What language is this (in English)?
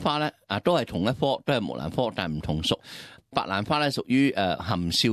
Cantonese